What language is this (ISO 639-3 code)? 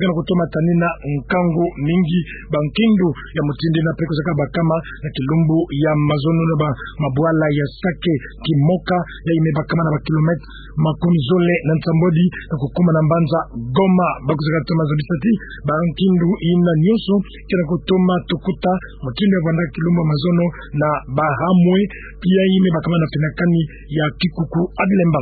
ktu